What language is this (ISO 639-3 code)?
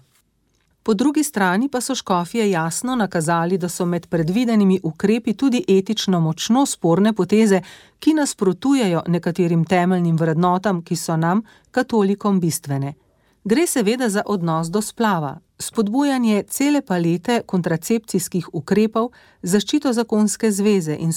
slv